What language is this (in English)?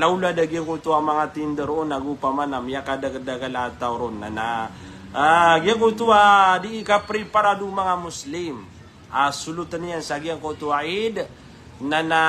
Maranao